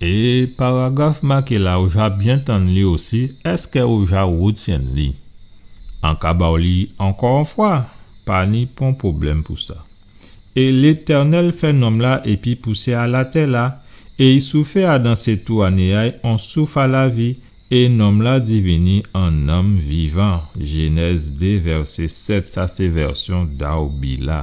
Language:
Guadeloupean Creole French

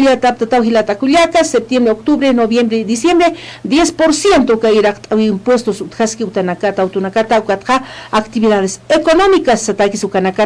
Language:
Aymara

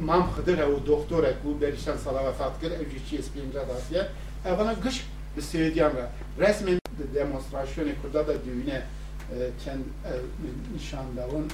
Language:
Kurdish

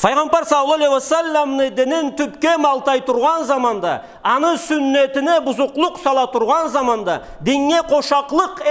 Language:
Karachay-Balkar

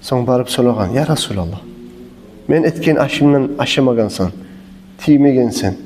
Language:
Kumyk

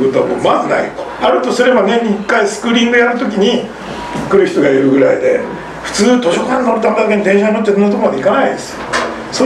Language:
Japanese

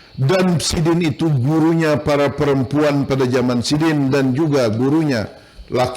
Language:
Banjar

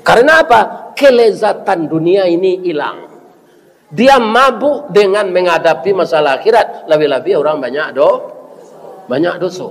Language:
Minangkabau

